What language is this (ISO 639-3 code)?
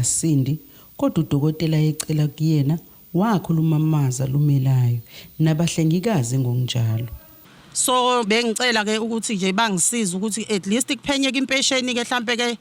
zul